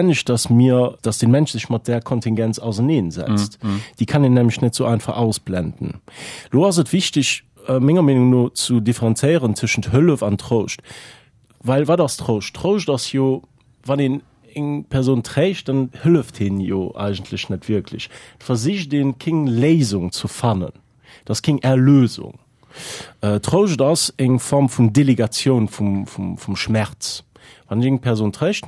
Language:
Luxembourgish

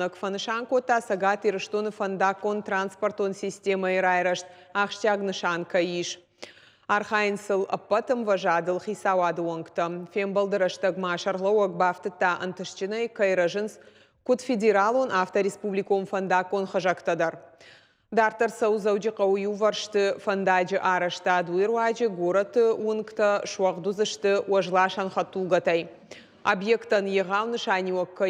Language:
Ossetic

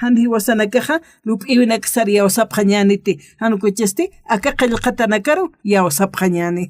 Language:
Aymara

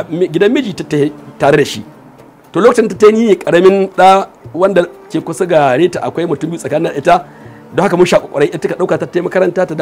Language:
Hausa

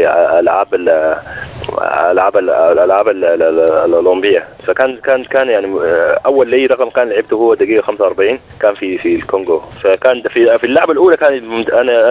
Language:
Sudanese Arabic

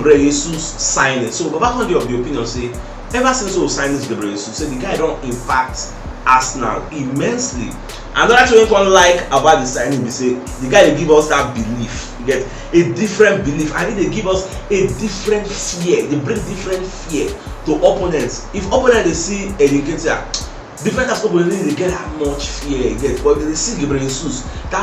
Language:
Nigerian Pidgin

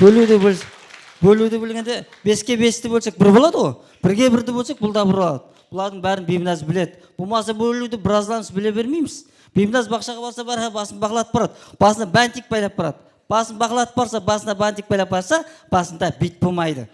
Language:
Kara-Kalpak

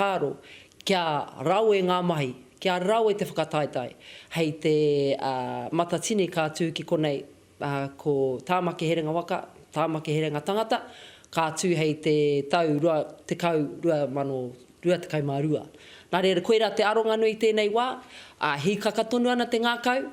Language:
Māori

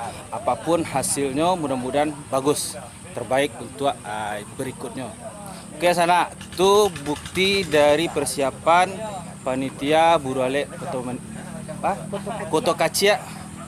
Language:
Minangkabau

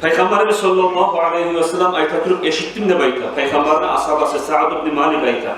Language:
Kumyk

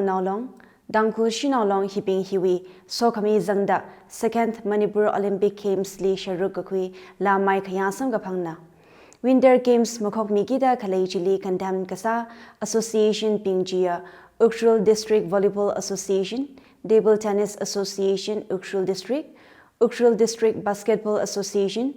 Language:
Tangkhul Naga (India)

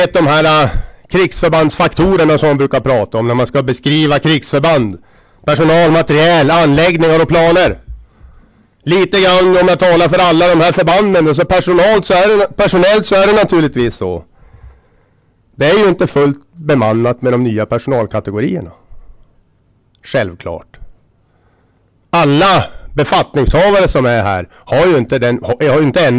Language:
Swedish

